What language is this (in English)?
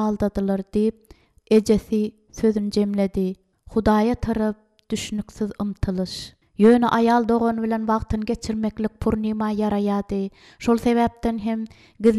Turkmen